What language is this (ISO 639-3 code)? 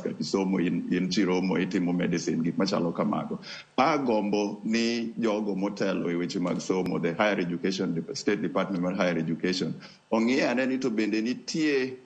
luo